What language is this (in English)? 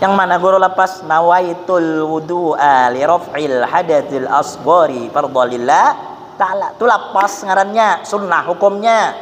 Banjar